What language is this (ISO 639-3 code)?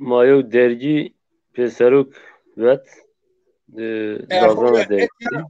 zza